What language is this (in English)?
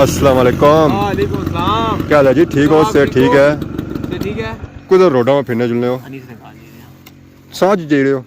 Pahari-Potwari